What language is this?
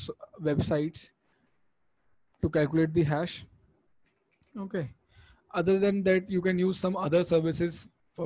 English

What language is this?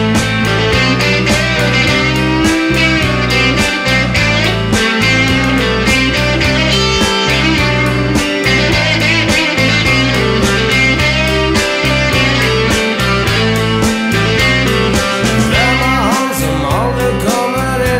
Norwegian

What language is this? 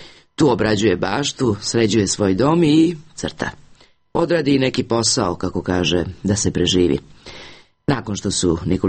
Bosnian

